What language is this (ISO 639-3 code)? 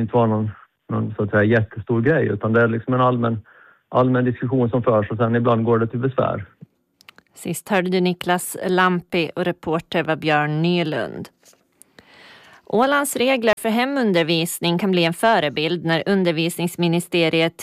swe